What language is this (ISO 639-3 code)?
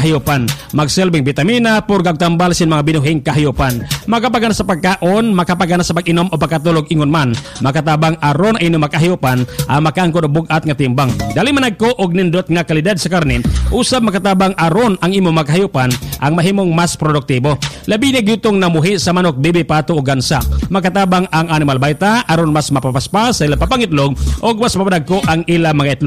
ceb